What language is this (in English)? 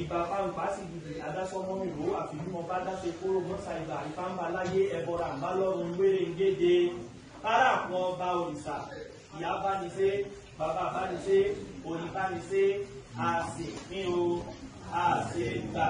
Yoruba